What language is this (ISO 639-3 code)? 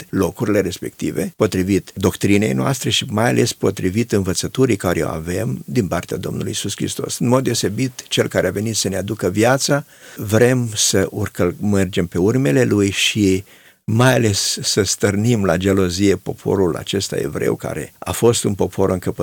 ron